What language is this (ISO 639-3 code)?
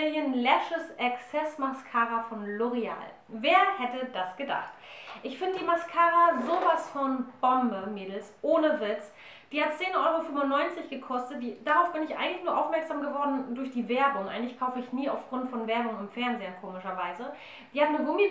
deu